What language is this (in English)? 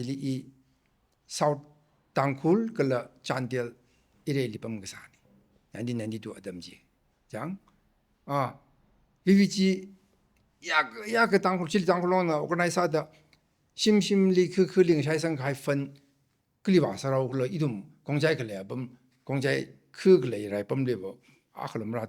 Tangkhul Naga (India)